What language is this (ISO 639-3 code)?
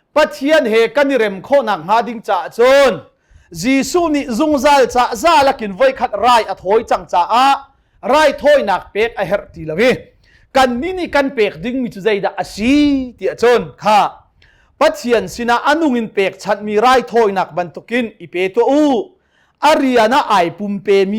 cnh